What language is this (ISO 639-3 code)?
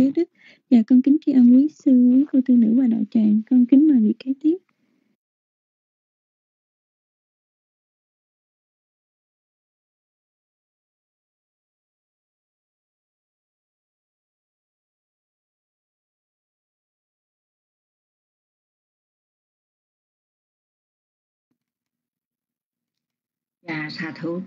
vie